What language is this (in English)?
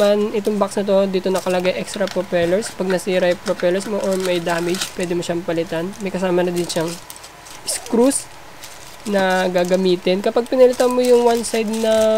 Filipino